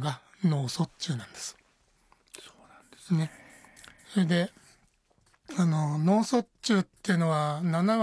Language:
Japanese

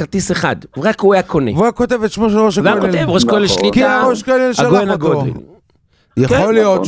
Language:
Hebrew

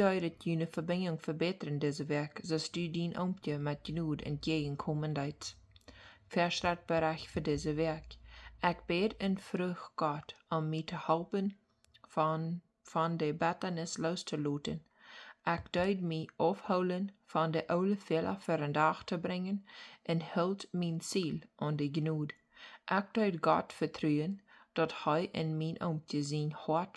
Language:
Plautdietsch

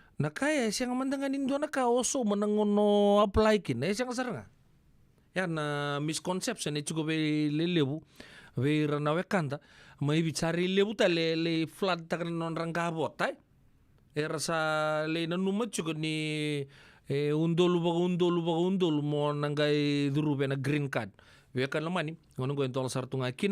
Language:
Fijian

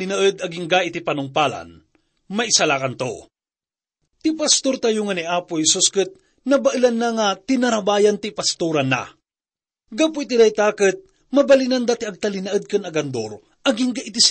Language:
Iloko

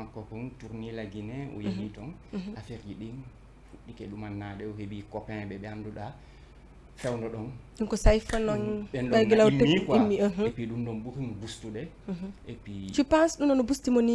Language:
Fula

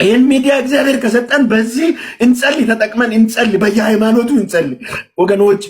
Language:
Amharic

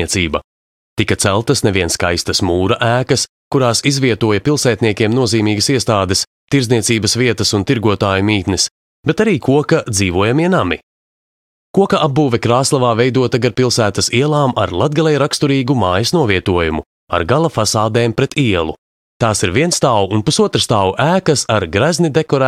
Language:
Latvian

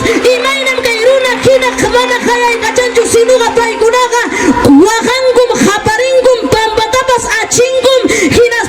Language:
Ayacucho Quechua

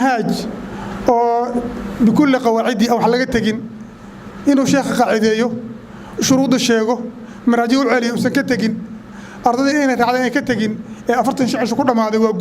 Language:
Somali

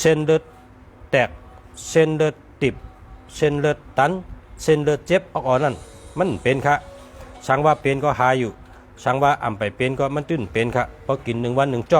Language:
Shan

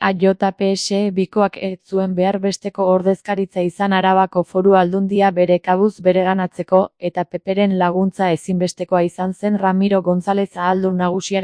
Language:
Basque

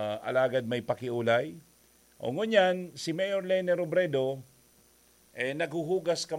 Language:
Bikol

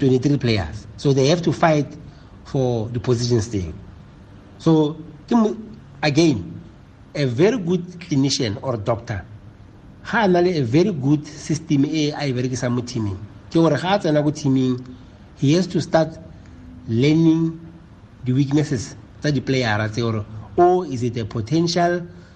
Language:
Tswana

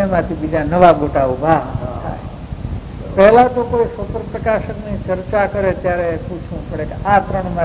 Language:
Gujarati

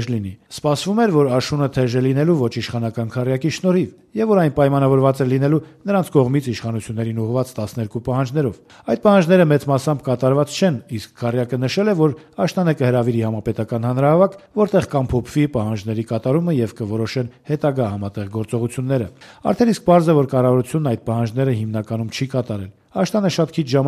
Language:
Armenian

